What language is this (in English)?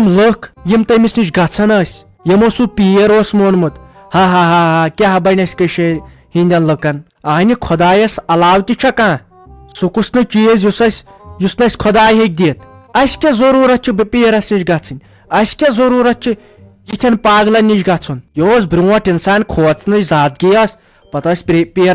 Kashmiri